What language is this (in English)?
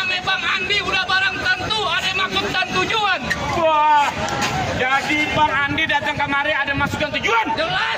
Betawi